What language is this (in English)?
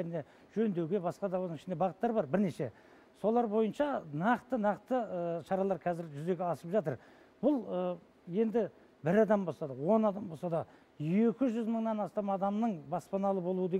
Kazakh